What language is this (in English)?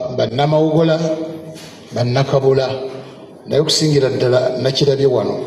Ganda